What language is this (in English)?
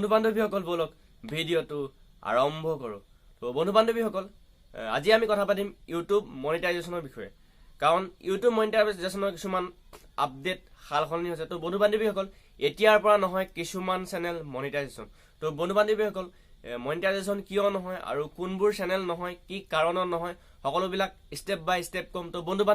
Assamese